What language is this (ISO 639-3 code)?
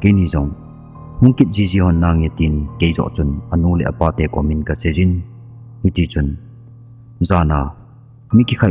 tcz